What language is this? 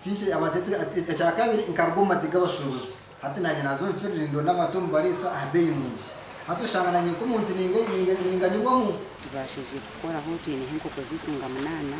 Nyankole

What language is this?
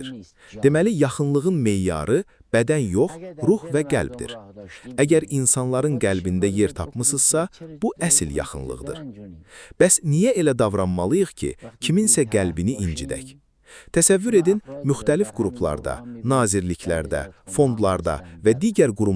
Azerbaijani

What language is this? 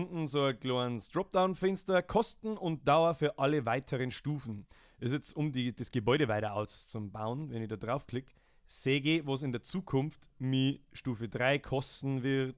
Bavarian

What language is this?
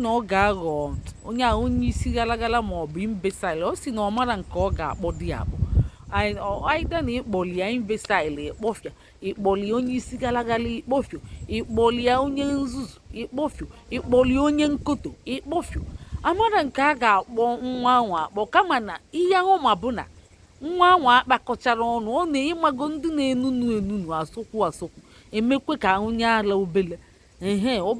Igbo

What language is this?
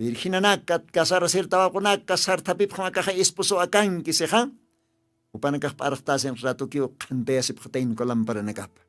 Aymara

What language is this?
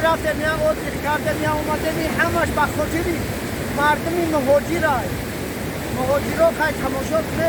Tajik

